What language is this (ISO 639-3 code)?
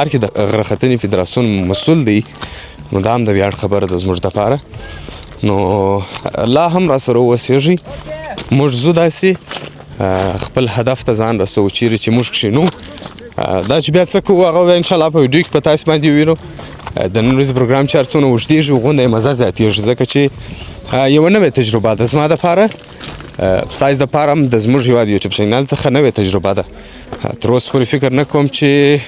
pus